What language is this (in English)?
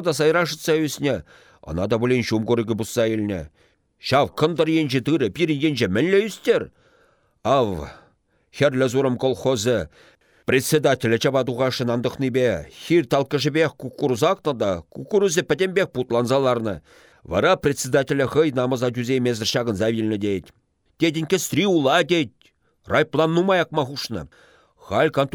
Chuvash